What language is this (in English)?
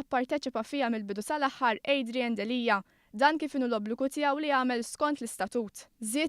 Maltese